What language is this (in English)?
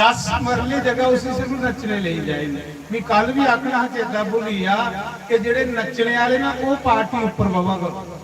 Dogri